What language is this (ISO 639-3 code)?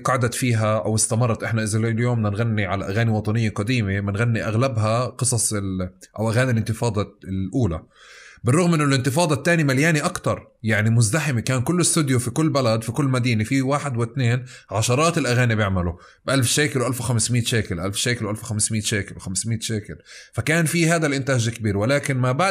apc